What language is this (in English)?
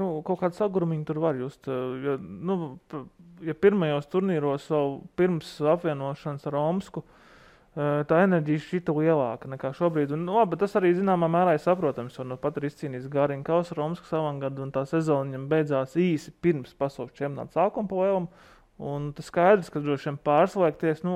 Latvian